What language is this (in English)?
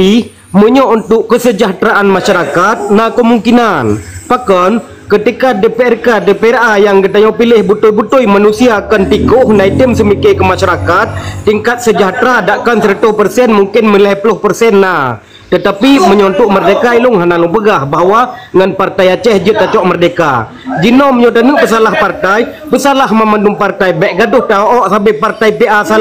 Achinese